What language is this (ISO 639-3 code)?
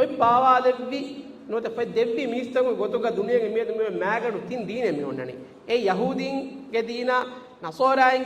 div